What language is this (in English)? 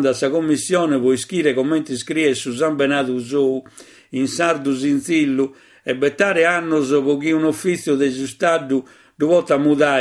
Sardinian